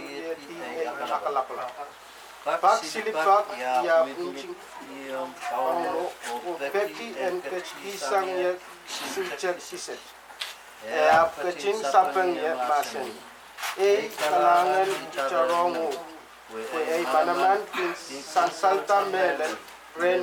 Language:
Pohnpeian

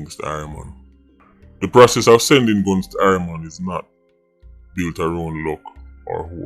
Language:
Jamaican Creole English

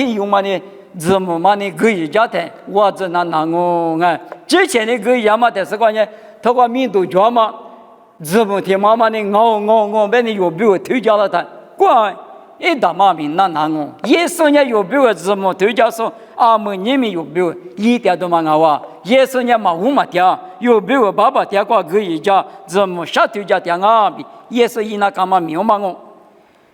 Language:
Lisu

